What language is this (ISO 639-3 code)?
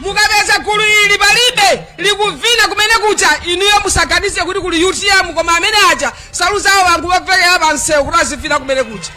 nya